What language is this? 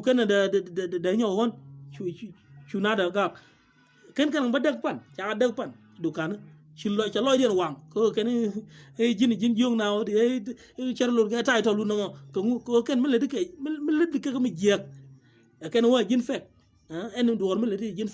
Nuer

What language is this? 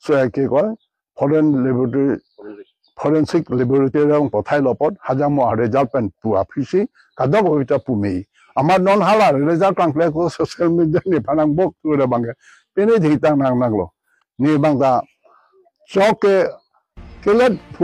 Karbi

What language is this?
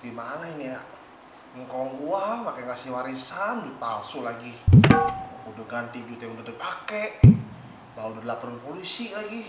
Betawi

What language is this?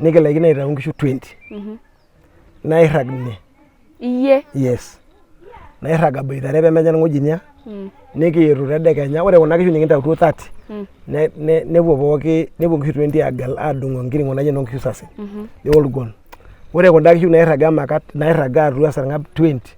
Masai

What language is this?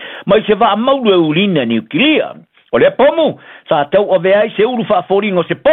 Samoan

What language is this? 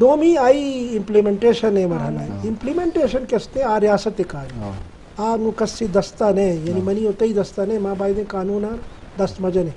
Eastern Balochi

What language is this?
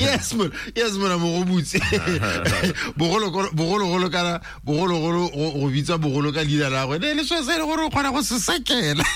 Tswana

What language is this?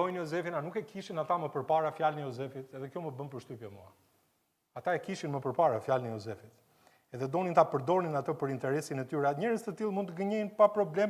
Albanian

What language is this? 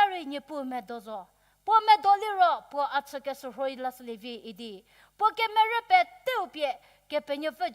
Angami Naga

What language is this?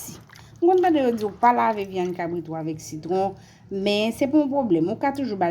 Haitian Creole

